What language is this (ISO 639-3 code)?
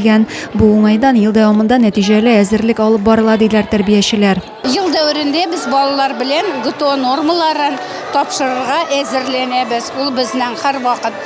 tat